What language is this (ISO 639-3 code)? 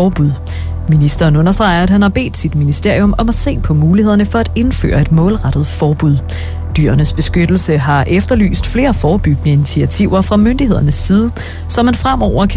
dan